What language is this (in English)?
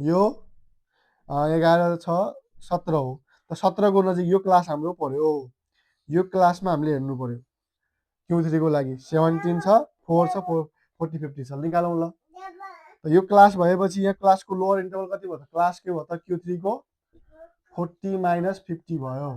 Nepali